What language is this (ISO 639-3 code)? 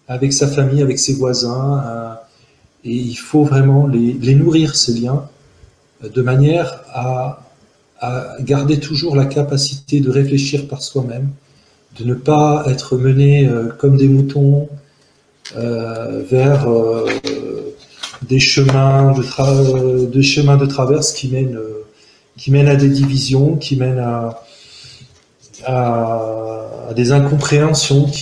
fra